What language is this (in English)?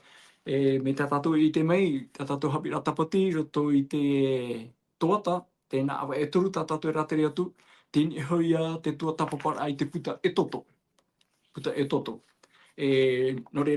Tahitian